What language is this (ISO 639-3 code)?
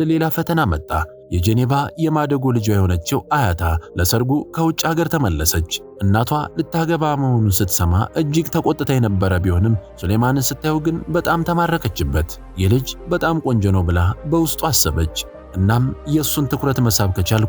amh